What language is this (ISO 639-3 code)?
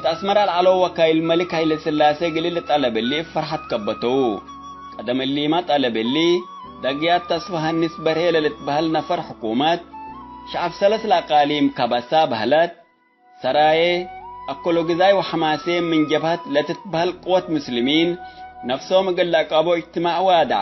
tig